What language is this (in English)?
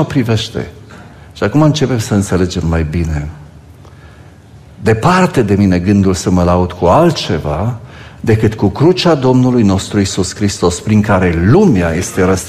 Romanian